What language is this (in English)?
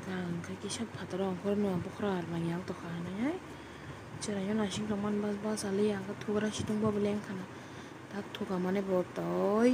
Kok Borok